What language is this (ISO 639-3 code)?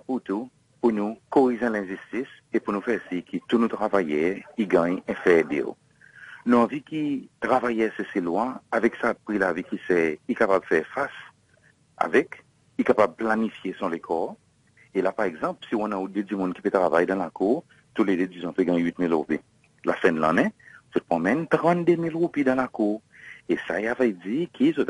crs